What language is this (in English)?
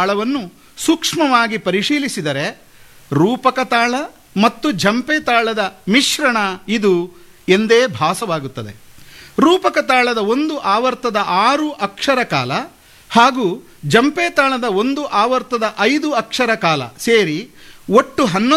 Kannada